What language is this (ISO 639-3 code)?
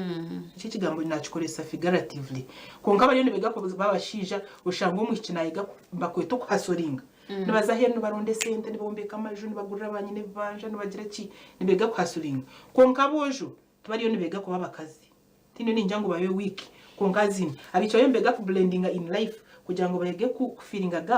nyn